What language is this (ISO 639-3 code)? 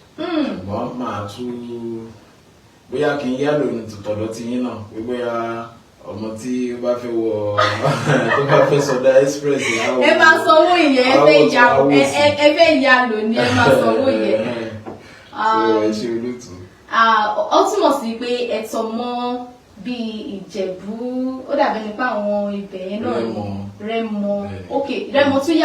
yor